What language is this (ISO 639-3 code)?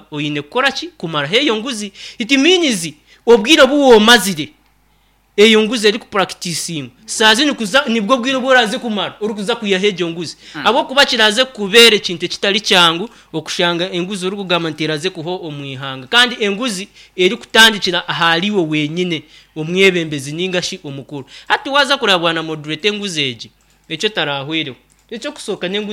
nyn